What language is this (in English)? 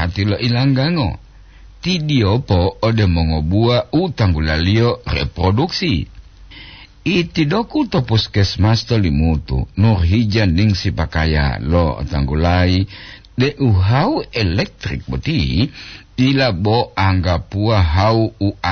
Gorontalo